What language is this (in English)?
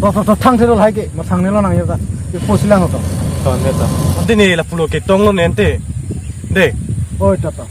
Karbi